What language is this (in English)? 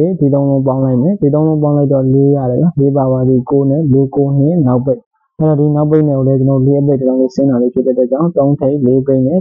Burmese